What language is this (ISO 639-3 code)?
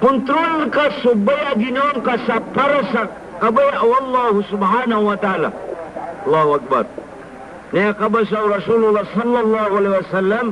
mrw